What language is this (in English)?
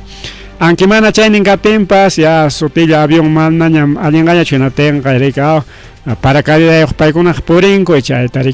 Ayacucho Quechua